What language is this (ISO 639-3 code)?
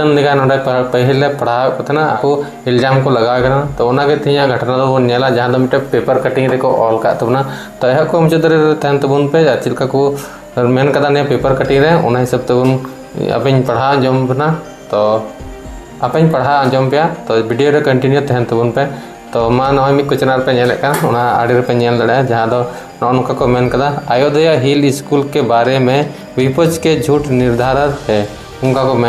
sat